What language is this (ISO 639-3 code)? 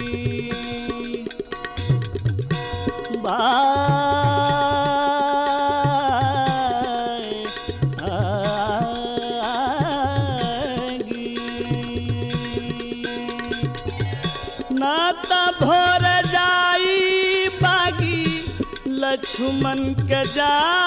bho